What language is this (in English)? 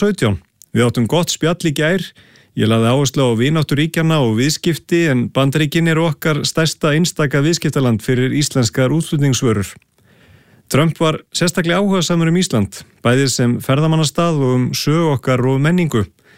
Icelandic